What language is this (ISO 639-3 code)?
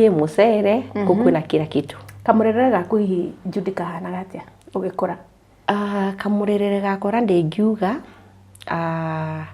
kik